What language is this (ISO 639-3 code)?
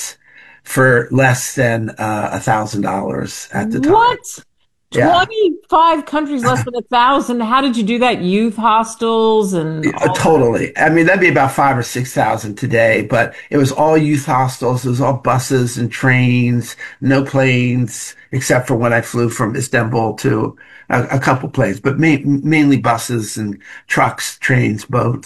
eng